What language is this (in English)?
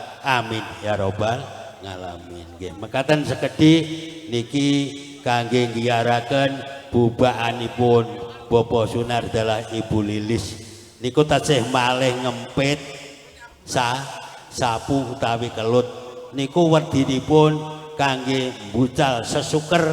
Javanese